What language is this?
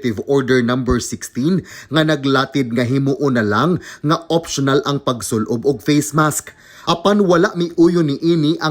Cebuano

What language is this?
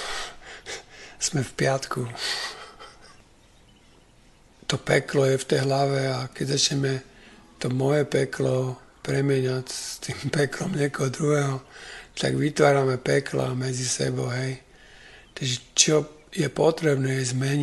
Slovak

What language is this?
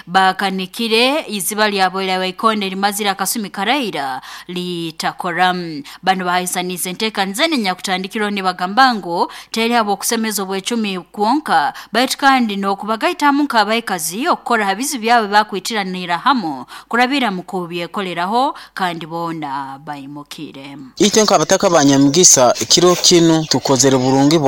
Nyoro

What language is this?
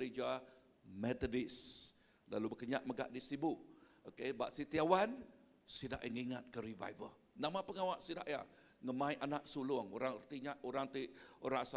Iban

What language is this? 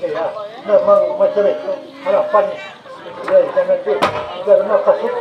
Banjar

